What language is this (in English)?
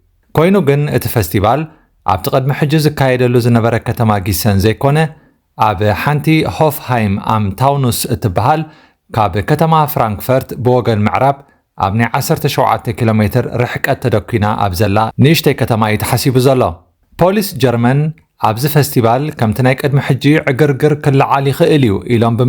Tigrinya